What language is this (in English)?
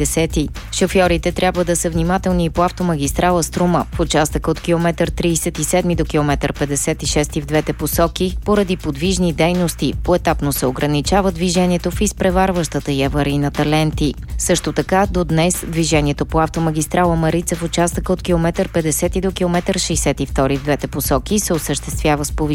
Bulgarian